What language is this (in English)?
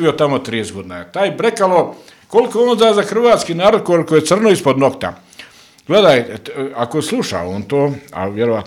Bosnian